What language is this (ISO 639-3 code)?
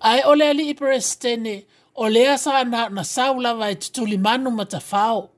smo